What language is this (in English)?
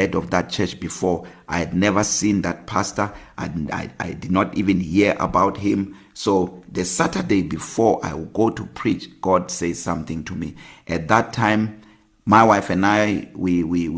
English